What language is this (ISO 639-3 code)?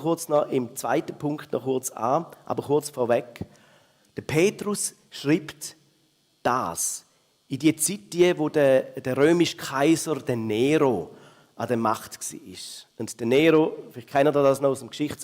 gsw